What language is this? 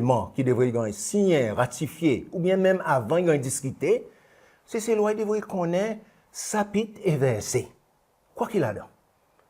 Seselwa Creole French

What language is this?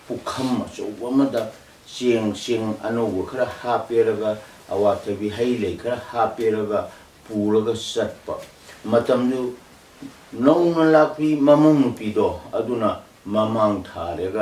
Manipuri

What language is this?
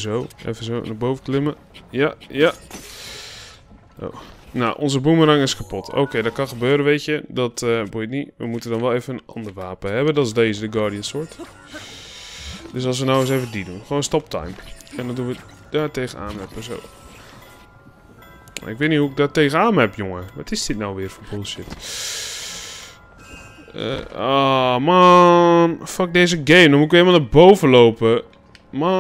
Dutch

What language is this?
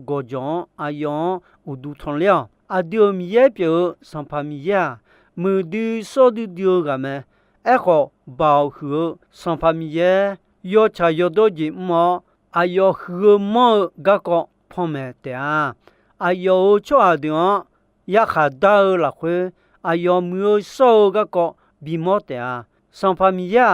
Akha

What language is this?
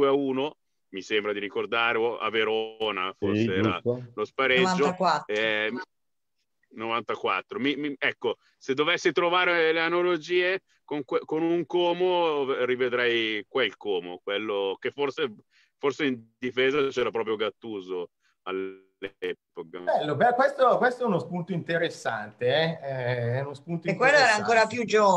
Italian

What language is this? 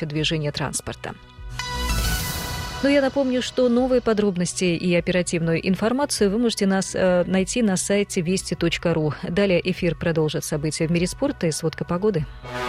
Russian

